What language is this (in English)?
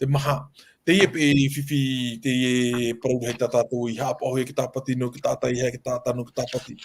Tahitian